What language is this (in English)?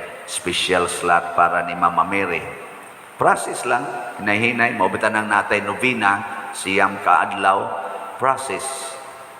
Cebuano